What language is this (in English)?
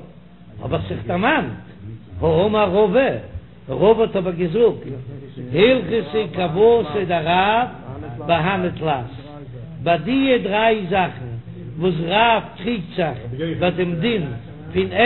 Yiddish